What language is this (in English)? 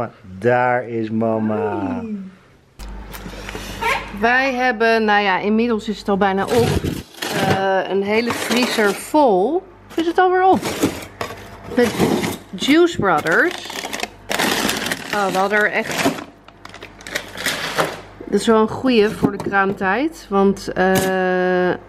Dutch